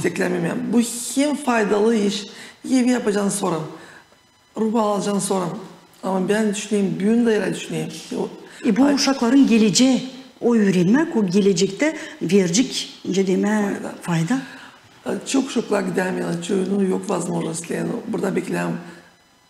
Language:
Gagauz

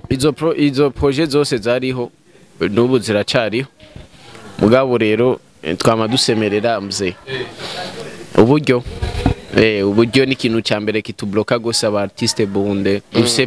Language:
Rundi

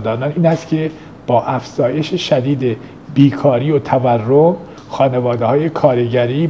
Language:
Persian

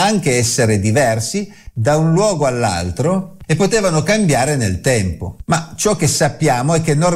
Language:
Italian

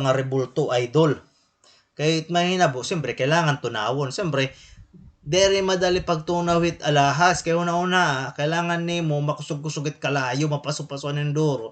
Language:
Waray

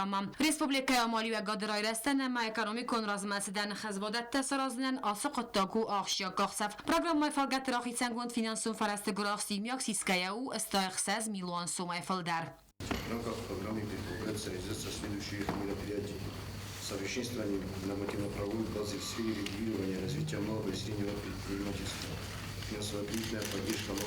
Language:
Ossetic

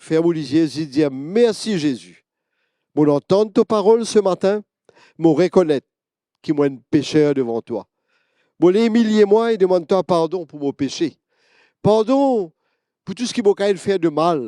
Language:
Morisyen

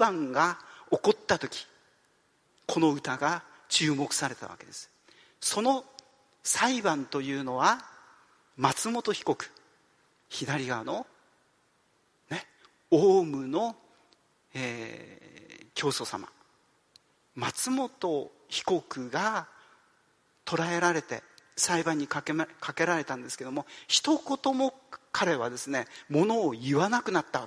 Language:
Japanese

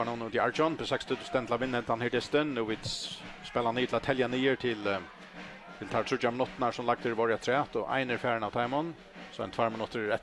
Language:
Faroese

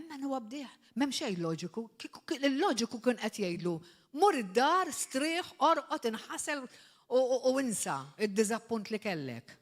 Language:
Maltese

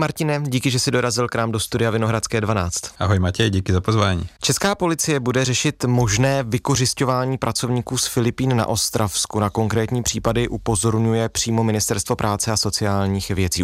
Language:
Czech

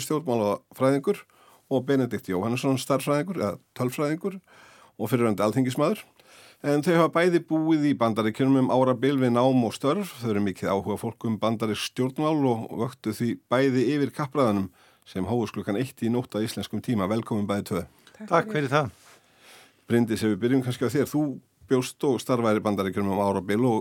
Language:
Icelandic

